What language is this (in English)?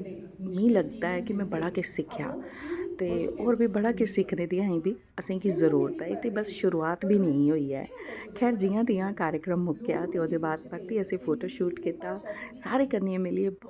Dogri